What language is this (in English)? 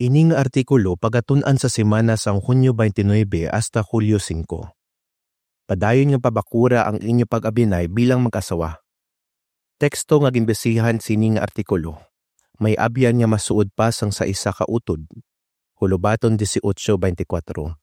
Hiligaynon